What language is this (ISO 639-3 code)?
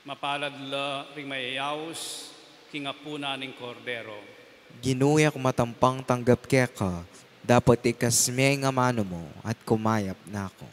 pam